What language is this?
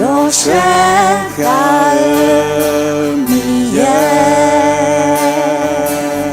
Akha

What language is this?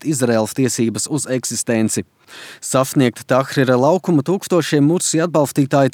Latvian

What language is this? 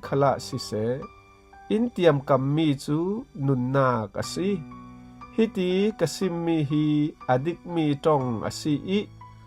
Falam Chin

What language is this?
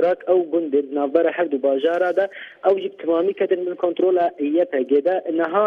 Kurdish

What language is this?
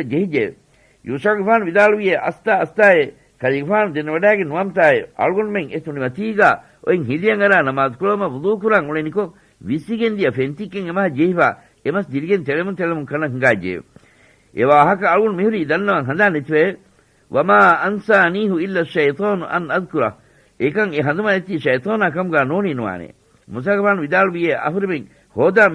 Divehi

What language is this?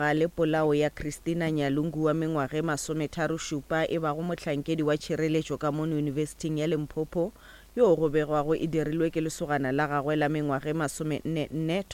Northern Sotho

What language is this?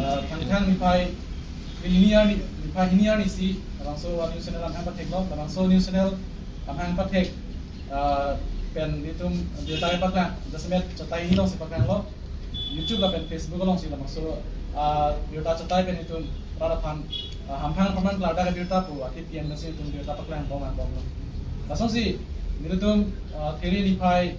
Karbi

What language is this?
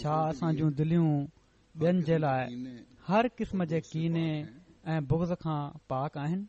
Sindhi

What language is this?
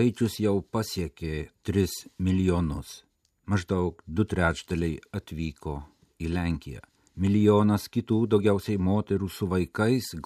Lithuanian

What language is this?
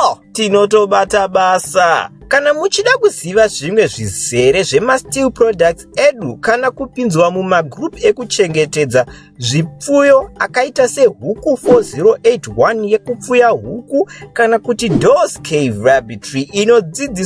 Shona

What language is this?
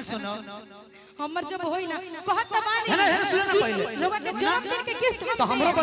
Bhojpuri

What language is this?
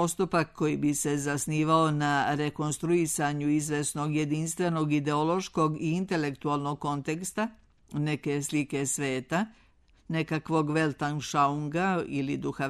Serbian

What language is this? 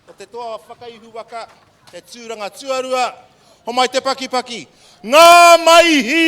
Māori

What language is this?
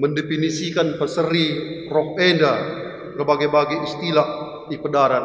Batak Karo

